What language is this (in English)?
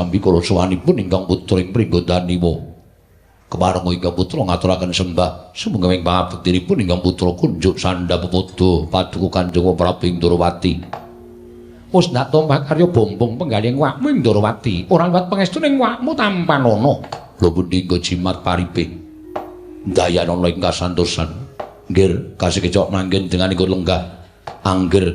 Javanese